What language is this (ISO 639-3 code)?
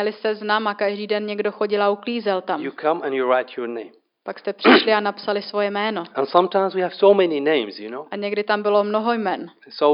ces